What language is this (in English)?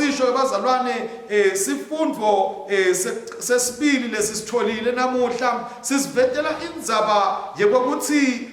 Swati